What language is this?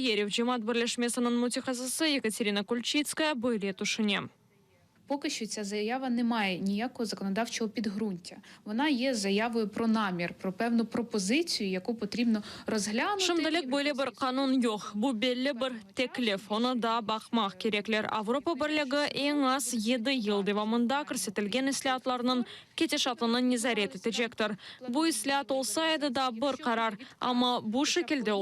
Crimean Tatar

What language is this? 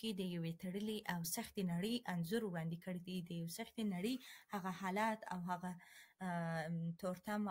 Pashto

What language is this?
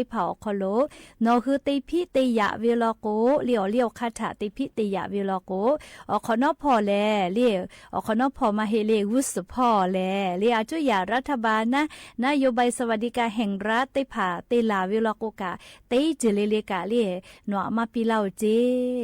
Lahu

